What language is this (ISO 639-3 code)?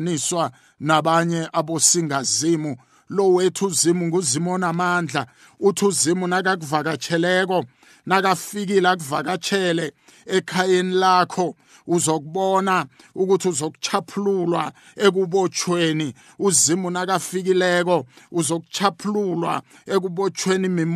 nbl